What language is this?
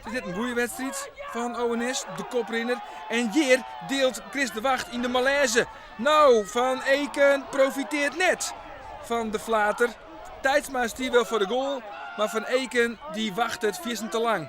Western Frisian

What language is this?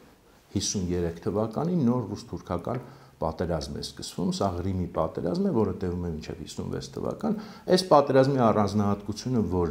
Armenian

